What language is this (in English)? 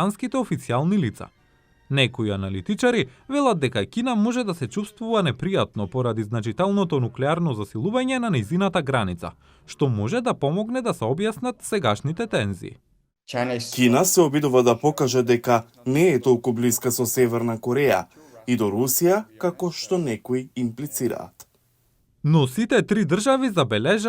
Macedonian